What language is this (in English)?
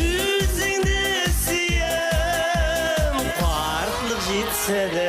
Bashkir